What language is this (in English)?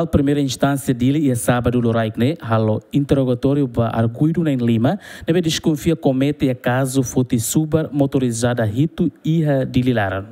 Tetum